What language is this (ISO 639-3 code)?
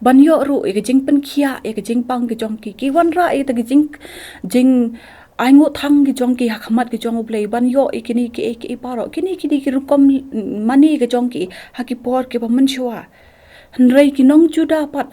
kha